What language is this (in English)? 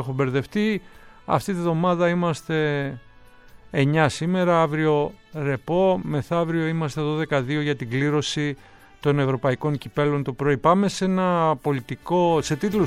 Greek